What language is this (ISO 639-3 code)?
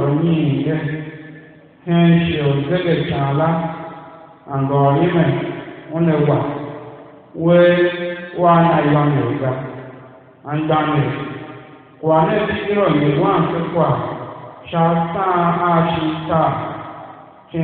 tiv